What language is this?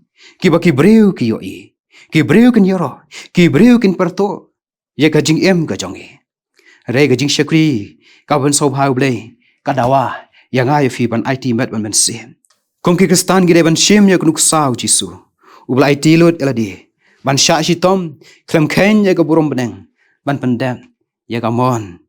Khasi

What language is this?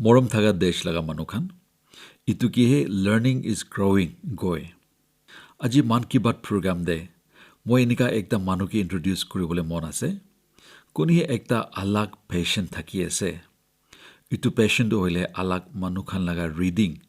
Naga Pidgin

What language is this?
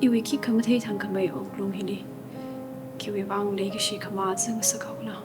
Tangkhul Naga (India)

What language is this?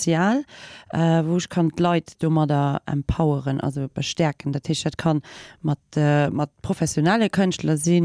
Luxembourgish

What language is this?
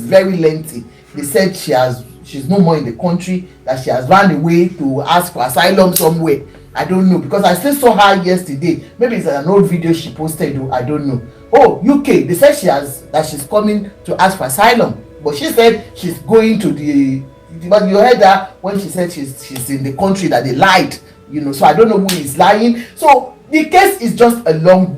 Yoruba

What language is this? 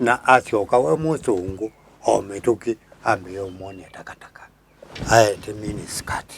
Kamba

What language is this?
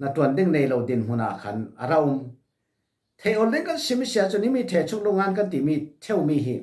Falam Chin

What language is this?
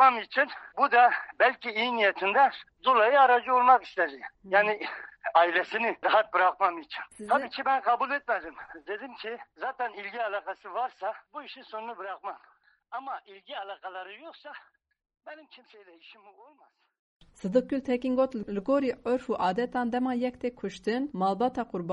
Kurdish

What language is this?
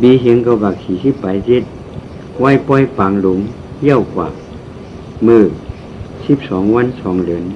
Shan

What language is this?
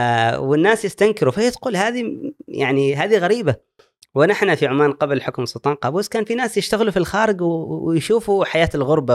Gulf Arabic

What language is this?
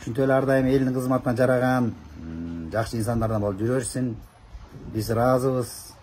Kyrgyz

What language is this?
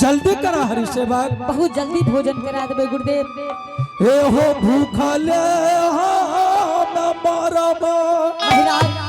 Angika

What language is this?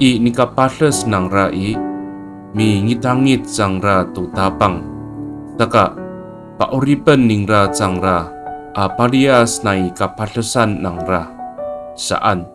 Amis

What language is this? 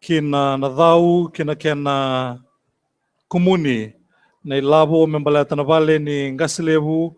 Fijian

